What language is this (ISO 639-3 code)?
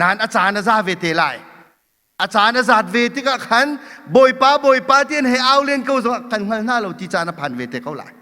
cnh